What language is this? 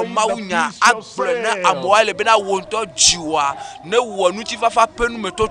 Ewe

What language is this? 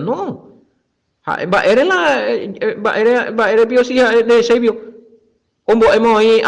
Guarani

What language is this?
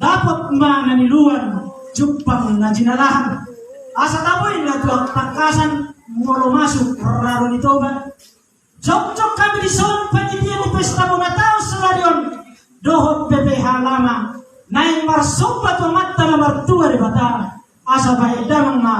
Batak Toba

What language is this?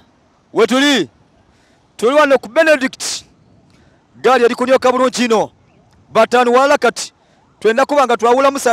Soga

